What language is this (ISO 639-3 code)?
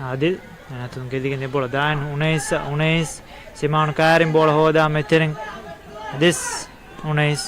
div